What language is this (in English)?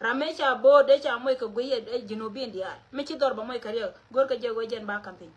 Nuer